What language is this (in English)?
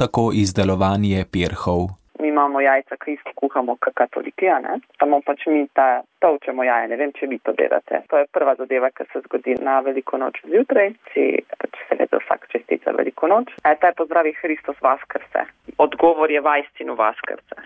Slovenian